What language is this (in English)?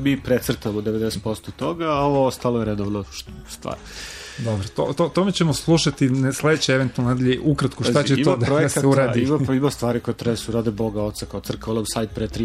Serbian